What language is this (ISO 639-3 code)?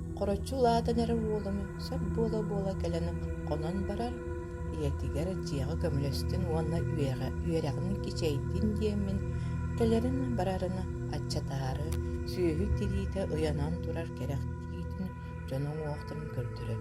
sah